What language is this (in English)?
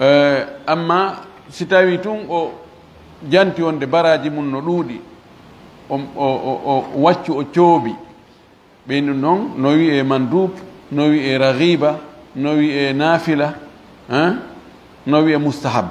Fula